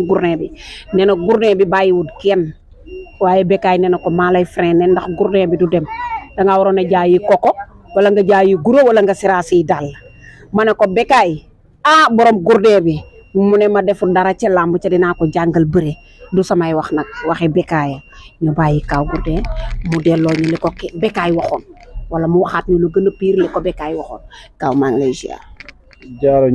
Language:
Wolof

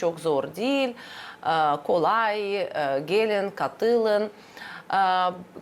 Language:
Gagauz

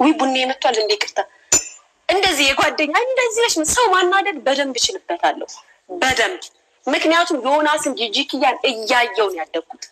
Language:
Amharic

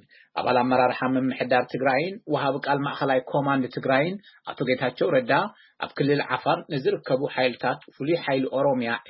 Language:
Tigrinya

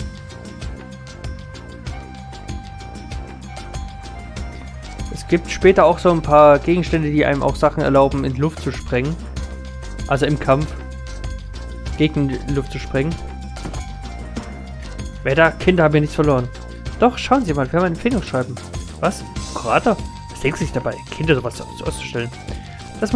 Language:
German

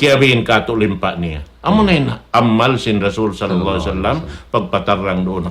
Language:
Tausug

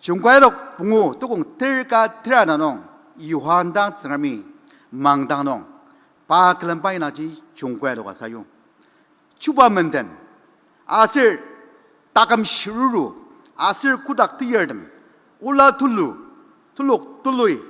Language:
Ao Naga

